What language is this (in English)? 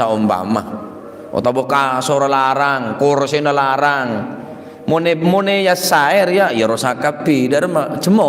Madurese